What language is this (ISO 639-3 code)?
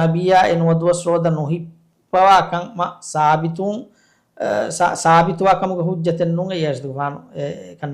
div